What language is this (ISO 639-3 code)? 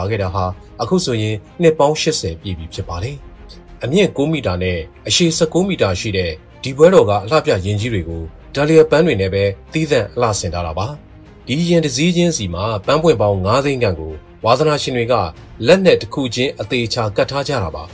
mya